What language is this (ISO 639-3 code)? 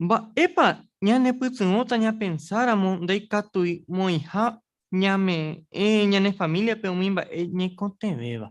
grn